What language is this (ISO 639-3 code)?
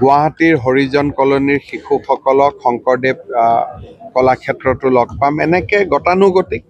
asm